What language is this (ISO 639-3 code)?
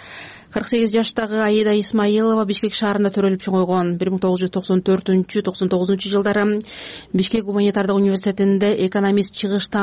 kir